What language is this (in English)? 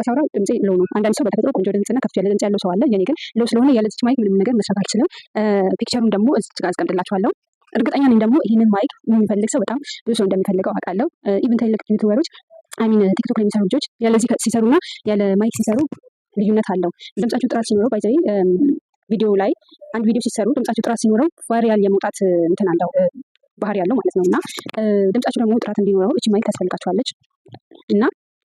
Amharic